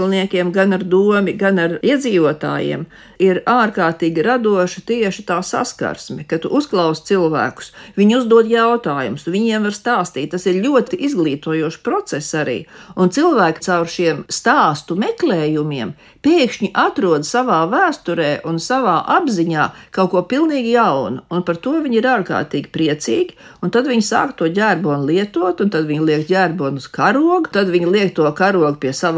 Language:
Latvian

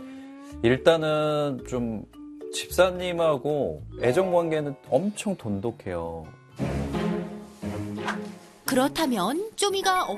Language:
Korean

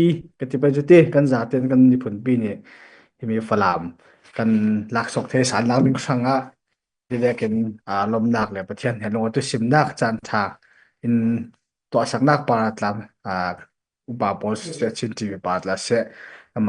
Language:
Falam Chin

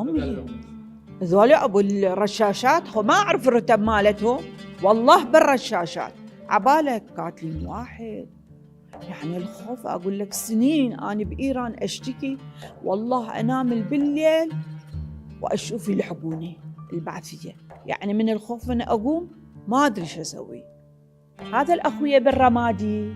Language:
Mesopotamian Arabic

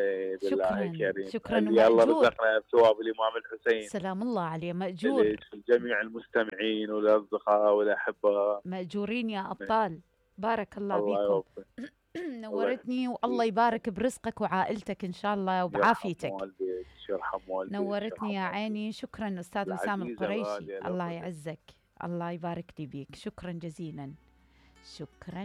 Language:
Mesopotamian Arabic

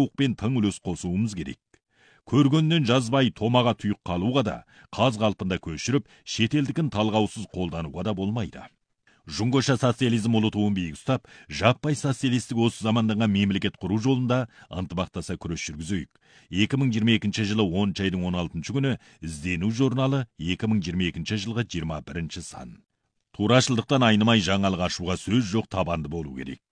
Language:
Kazakh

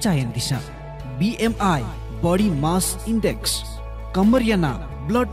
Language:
Newari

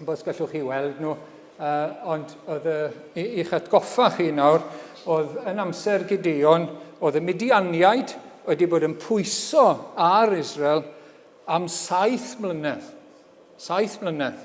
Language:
Welsh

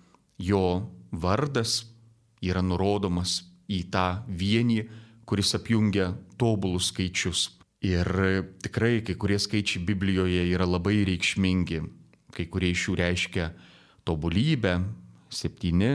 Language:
Lithuanian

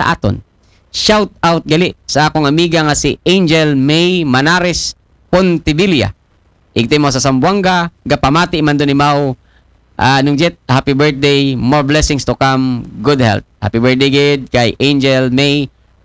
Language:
Aklanon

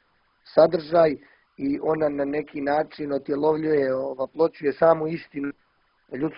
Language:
Serbian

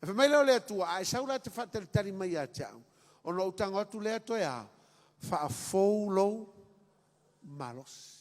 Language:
Samoan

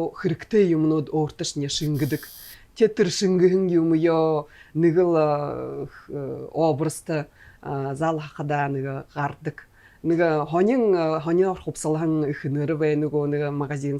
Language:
Buriat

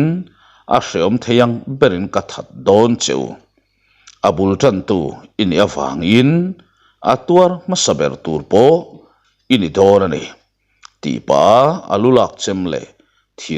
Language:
Mizo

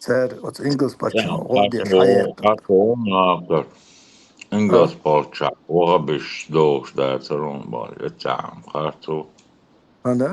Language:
Chechen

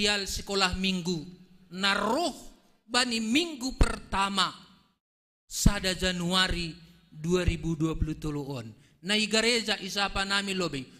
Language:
Batak Simalungun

